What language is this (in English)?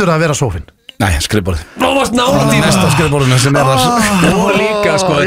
Icelandic